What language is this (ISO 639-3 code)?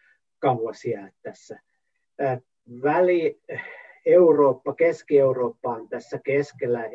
fin